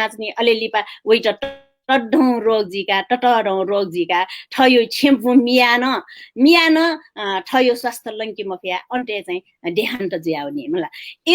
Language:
Newari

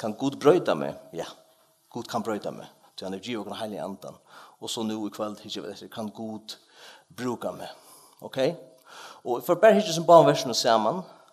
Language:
Faroese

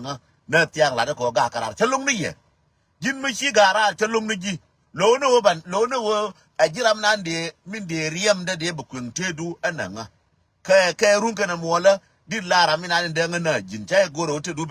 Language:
Nuer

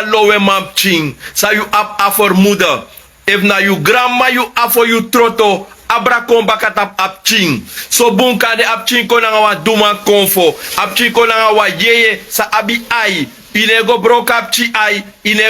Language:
Sranan Tongo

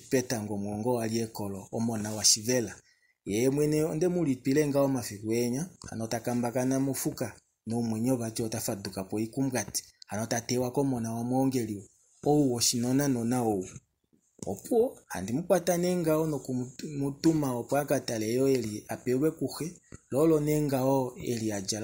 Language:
Kuanyama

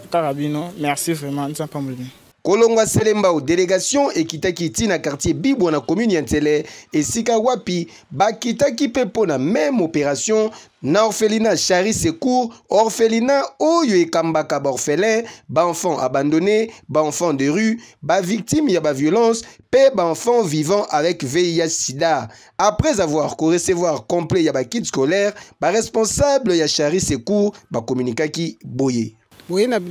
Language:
Lingala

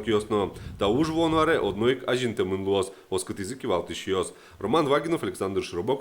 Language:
Udmurt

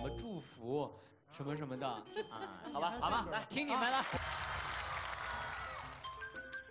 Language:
Chinese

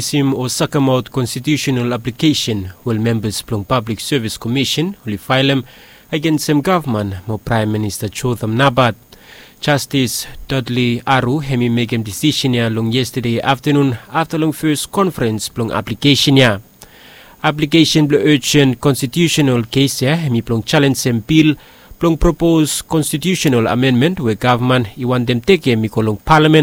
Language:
Bislama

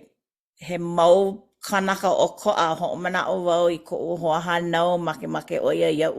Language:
Hawaiian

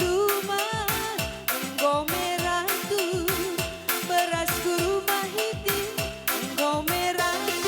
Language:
Batak Karo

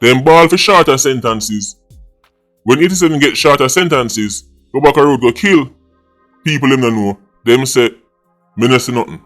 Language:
Jamaican Creole English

